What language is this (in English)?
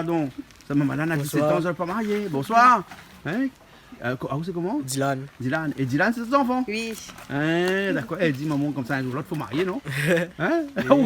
Réunion Creole French